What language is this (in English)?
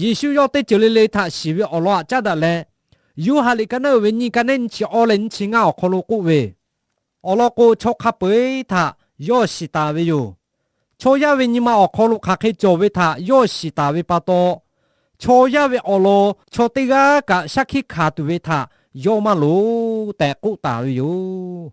Lahu